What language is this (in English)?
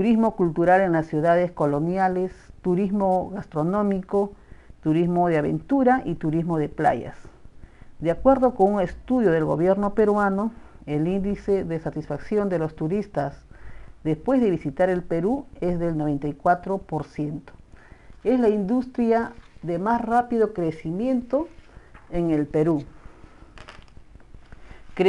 Spanish